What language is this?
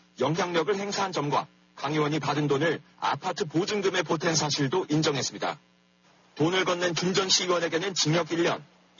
Korean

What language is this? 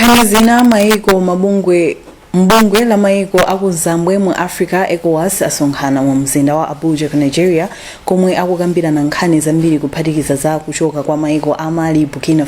Nyanja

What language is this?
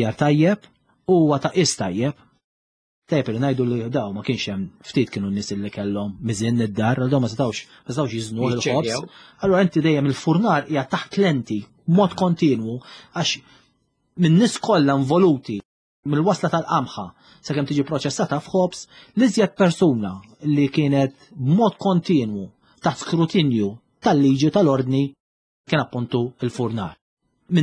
Maltese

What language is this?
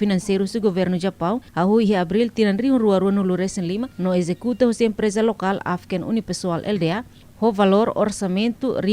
Tetum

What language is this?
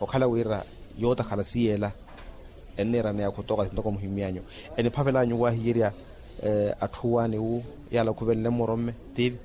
Makhuwa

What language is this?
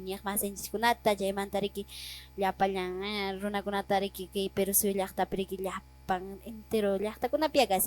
Quechua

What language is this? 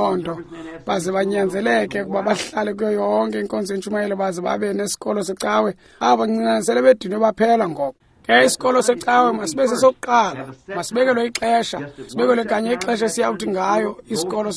Xhosa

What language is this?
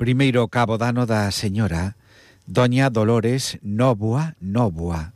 Galician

